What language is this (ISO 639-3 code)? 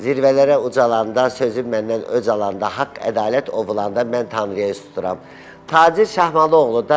aze